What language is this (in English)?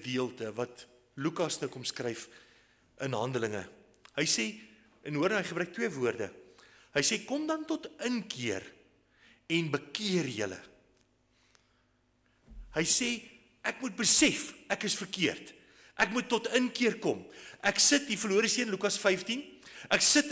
Afrikaans